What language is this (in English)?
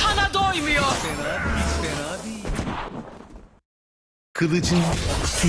Turkish